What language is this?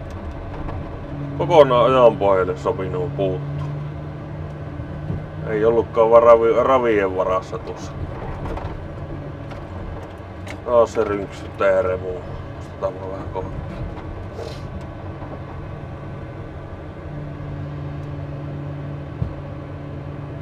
Finnish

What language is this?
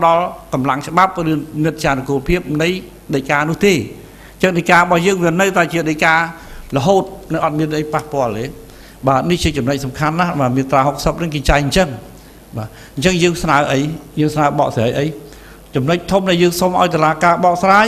Khmer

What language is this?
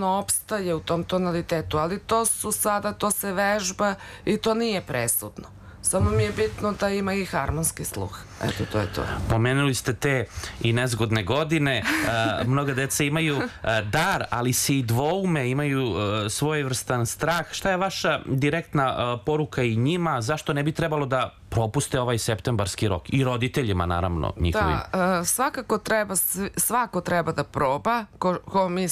Serbian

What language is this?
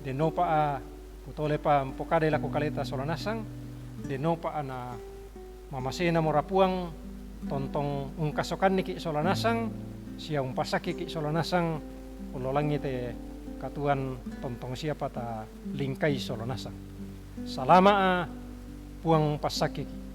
Toraja-Sa'dan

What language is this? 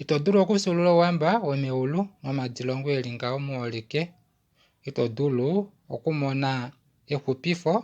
Kuanyama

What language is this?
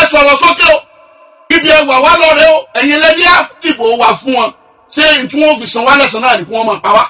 Yoruba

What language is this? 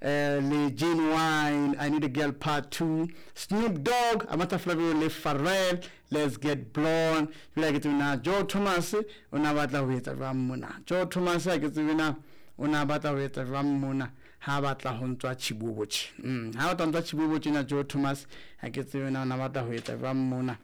Southern Sotho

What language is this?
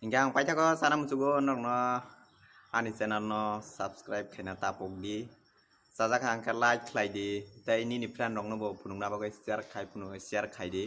Kok Borok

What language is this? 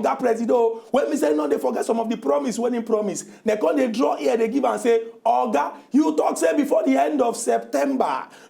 Nigerian Pidgin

